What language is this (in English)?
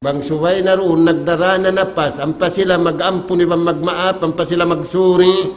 Tausug